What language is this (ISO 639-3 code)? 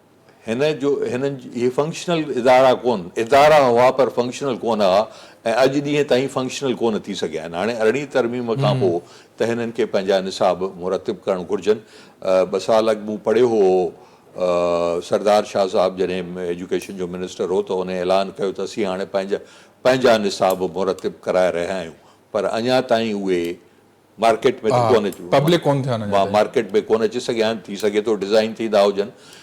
snd